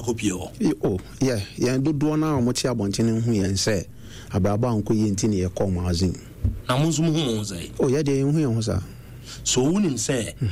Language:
Akan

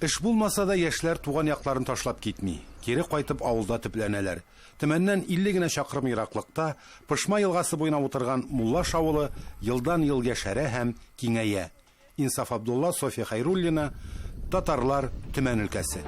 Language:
Tatar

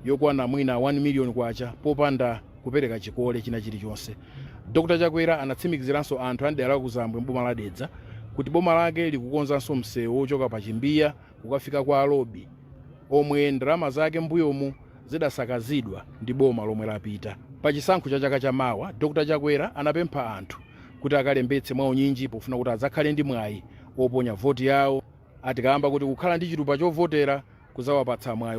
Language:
Nyanja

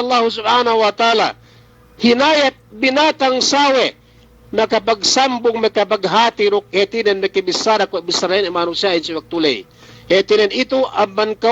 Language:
Yakan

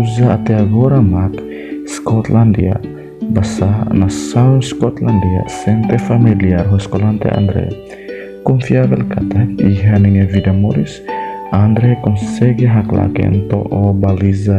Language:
Tetum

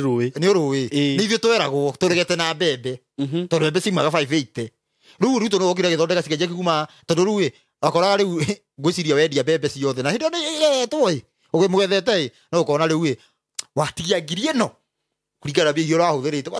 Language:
Kikuyu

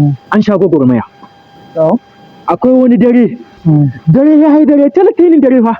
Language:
Hausa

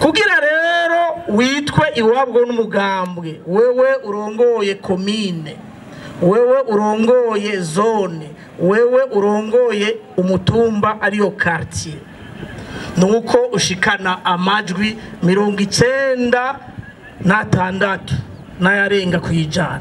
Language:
Rundi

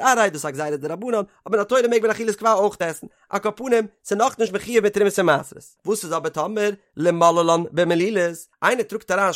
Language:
Yiddish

